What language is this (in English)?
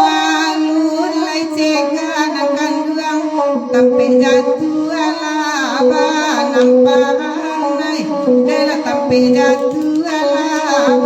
Minangkabau